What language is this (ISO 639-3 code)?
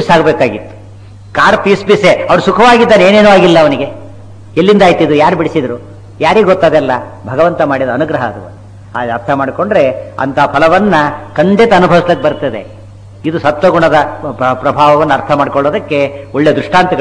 kan